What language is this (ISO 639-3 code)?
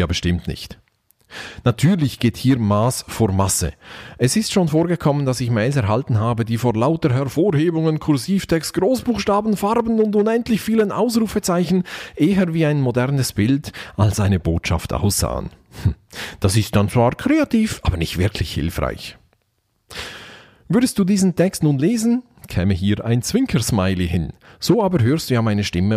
deu